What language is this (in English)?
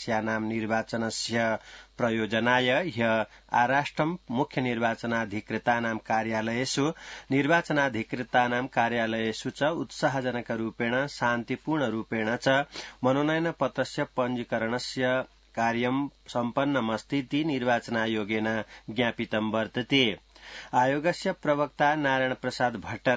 Sanskrit